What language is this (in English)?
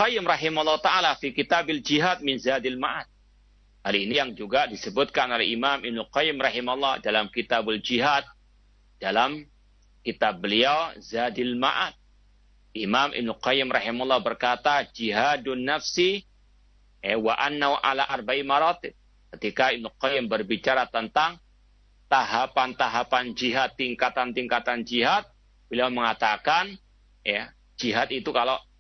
Indonesian